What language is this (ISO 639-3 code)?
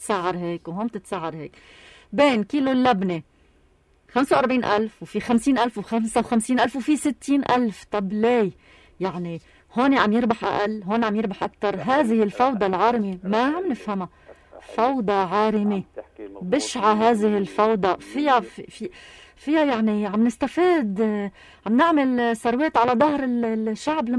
apc